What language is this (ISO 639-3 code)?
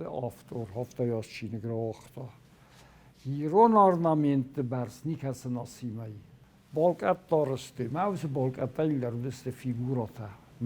oss